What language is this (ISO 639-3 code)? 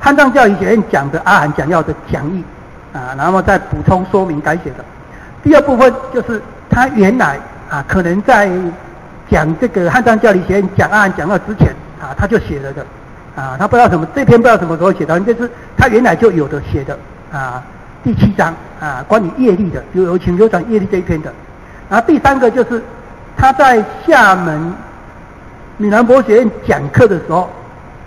zho